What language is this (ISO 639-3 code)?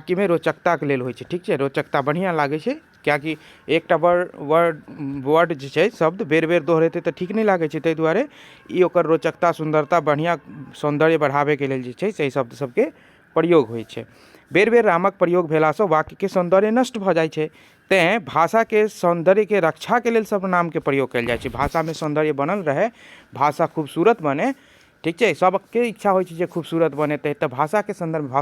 mai